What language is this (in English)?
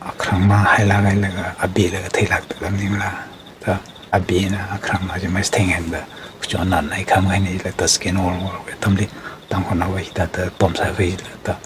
Tangkhul Naga (India)